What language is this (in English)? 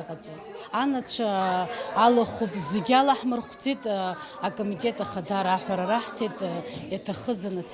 Abkhazian